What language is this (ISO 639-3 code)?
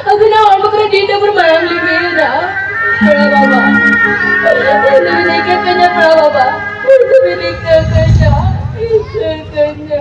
sat